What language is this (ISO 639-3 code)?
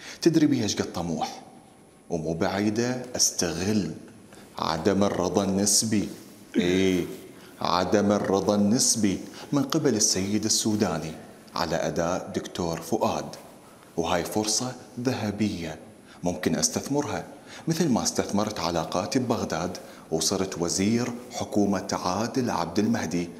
acm